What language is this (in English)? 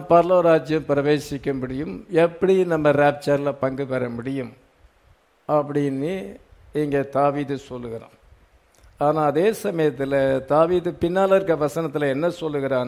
Tamil